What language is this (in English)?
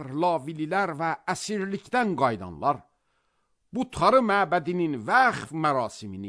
Azerbaijani